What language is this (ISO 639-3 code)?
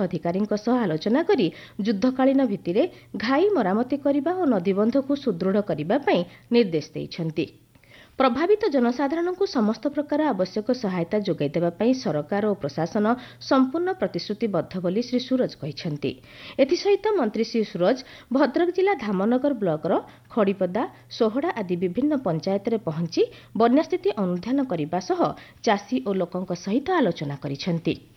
ori